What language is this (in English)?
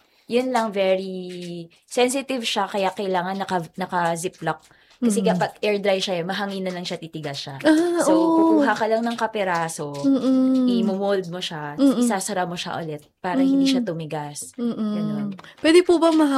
Filipino